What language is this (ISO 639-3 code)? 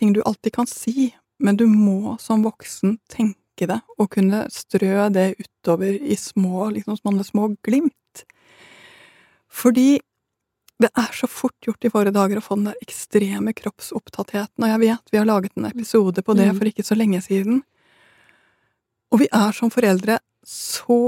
nor